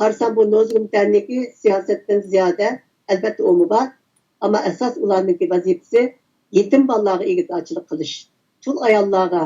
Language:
Uyghur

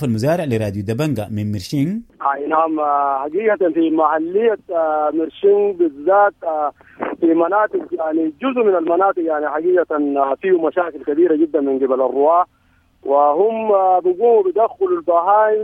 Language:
Sudanese Arabic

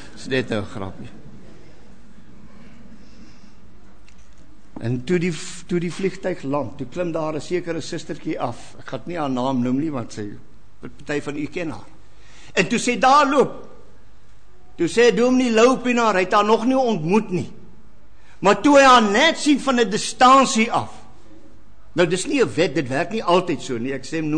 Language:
Afrikaans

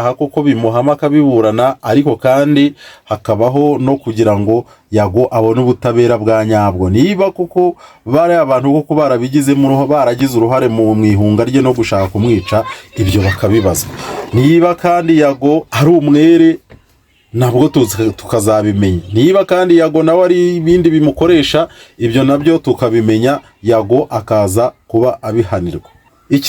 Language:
Kinyarwanda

